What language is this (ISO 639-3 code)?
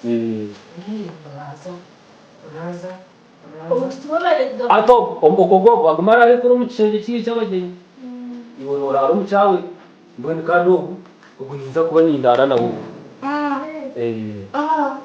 nyn